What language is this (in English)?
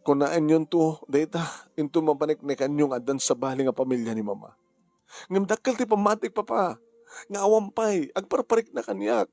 Iloko